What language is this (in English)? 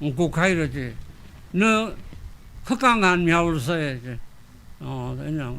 Tangkhul Naga (India)